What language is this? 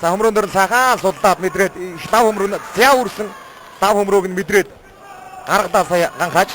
Mongolian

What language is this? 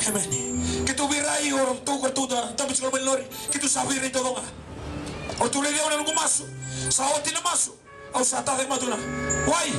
Fijian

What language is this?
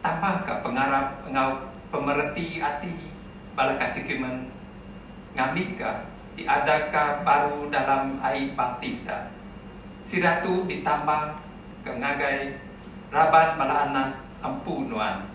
Iban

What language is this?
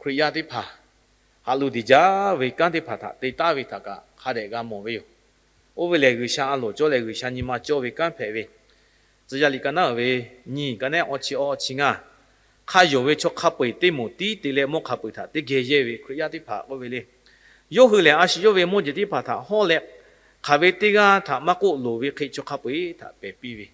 Lahu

